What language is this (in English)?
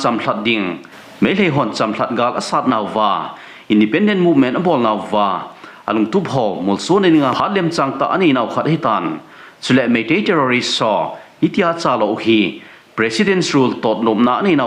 Thado Chin